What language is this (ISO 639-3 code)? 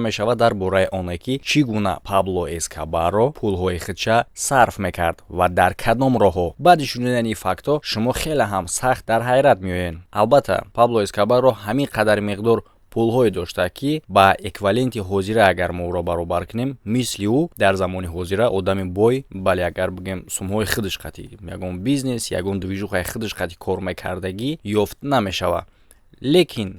tgk